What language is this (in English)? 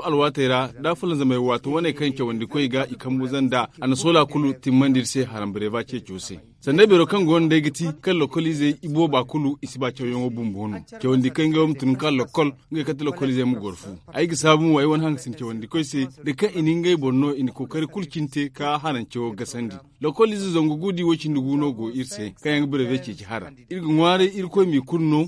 Zarma